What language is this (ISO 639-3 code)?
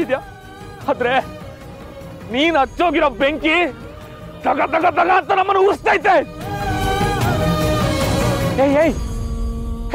kan